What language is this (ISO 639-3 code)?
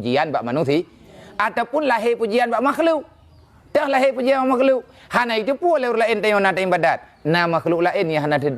ace